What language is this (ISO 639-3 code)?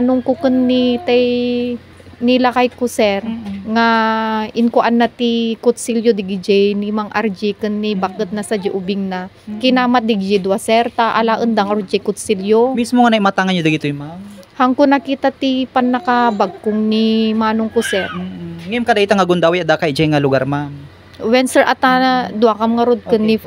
ilo